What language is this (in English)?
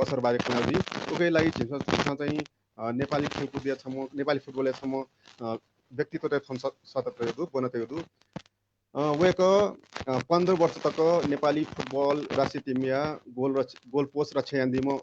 Newari